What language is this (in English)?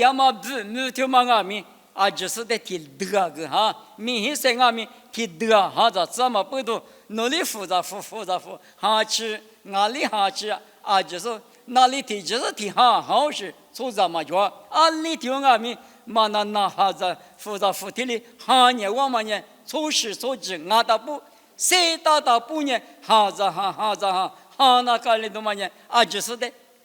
Lisu